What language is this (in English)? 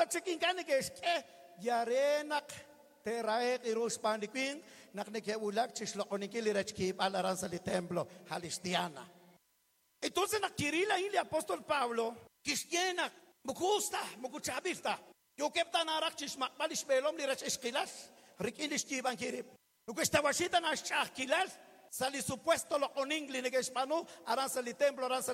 Kekchí